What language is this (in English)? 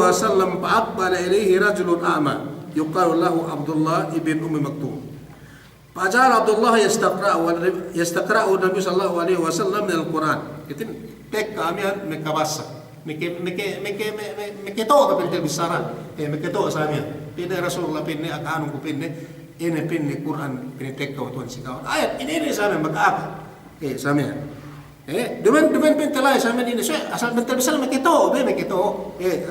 Yakan